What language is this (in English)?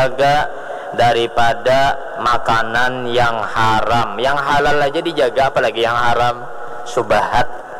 Banjar